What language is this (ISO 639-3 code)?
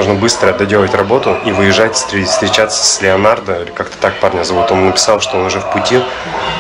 rus